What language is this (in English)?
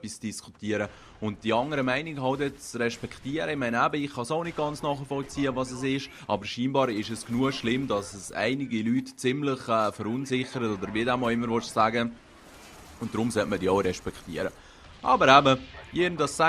Swiss German